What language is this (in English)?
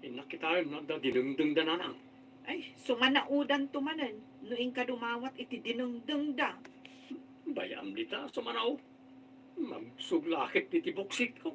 Iloko